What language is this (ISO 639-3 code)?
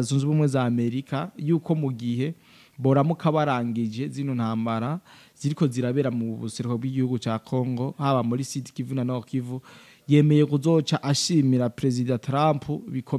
run